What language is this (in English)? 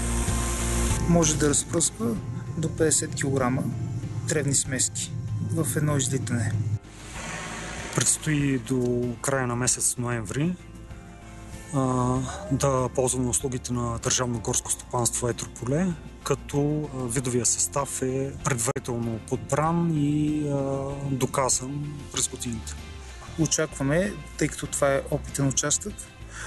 Bulgarian